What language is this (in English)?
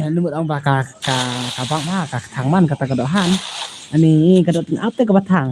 Khasi